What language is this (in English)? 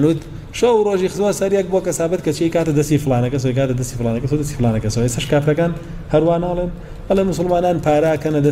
Central Kurdish